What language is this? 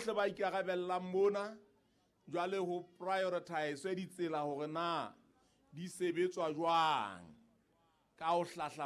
Southern Sotho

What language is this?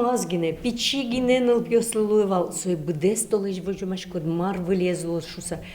Udmurt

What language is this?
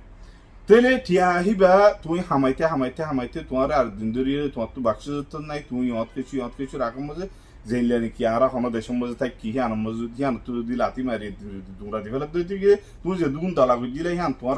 Rohingya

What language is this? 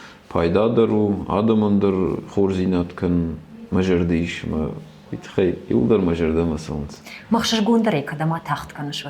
Ossetic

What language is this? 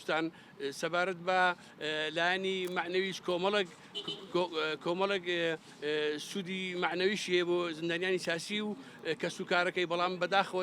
Central Kurdish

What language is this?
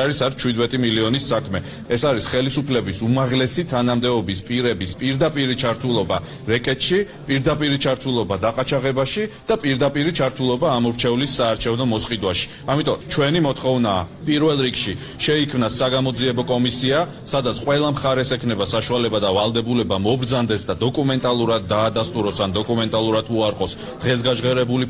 Georgian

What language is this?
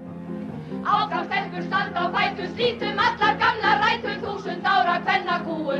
Indonesian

